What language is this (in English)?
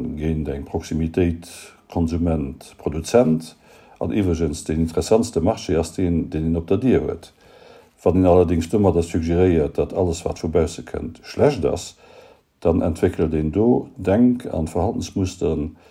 Luxembourgish